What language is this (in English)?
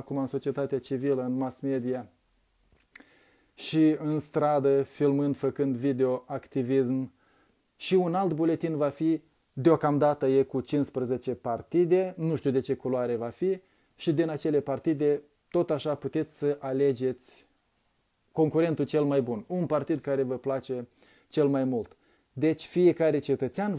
Romanian